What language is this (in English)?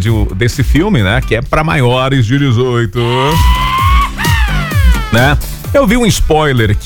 Portuguese